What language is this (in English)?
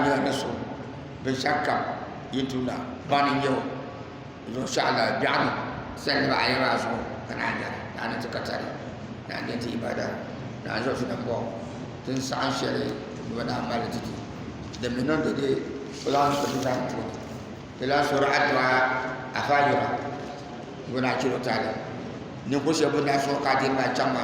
Dagbani